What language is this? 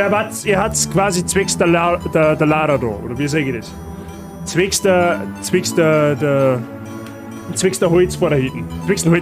Bavarian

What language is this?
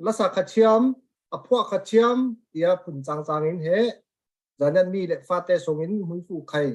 Falam Chin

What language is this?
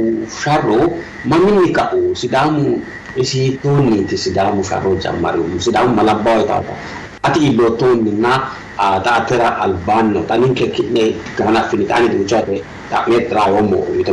Sidamo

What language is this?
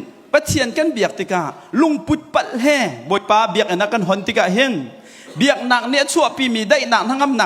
Hakha Chin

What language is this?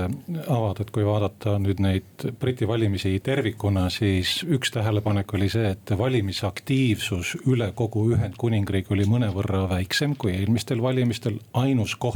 Estonian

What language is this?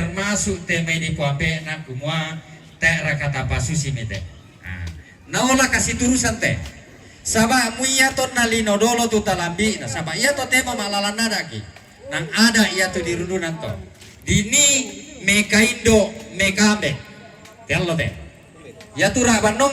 Toraja-Sa'dan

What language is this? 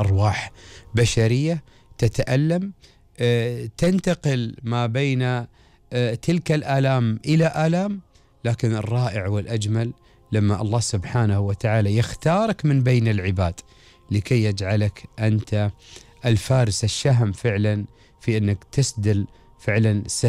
Gulf Arabic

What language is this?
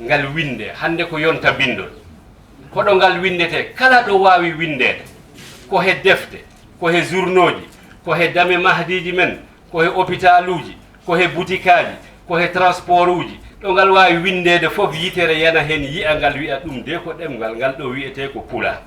Fula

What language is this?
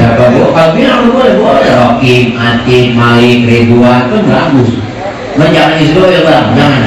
Betawi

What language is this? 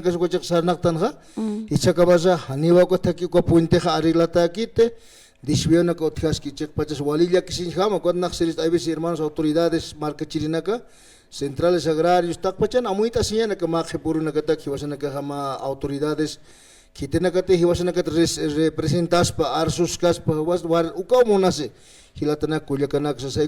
Aymara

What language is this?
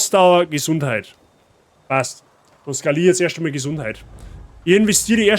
Bavarian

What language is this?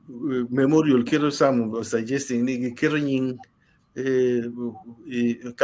Acoli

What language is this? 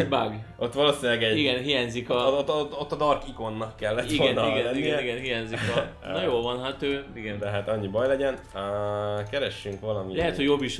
Hungarian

